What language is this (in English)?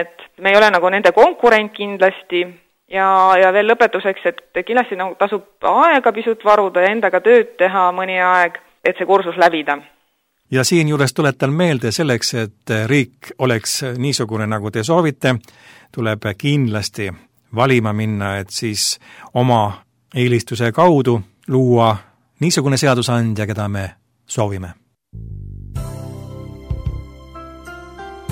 Estonian